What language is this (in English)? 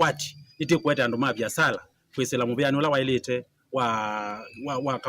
Kamba